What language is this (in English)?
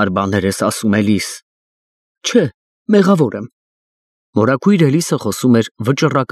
Armenian